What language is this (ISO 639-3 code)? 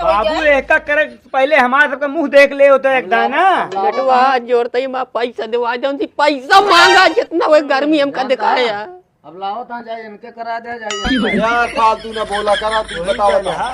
awa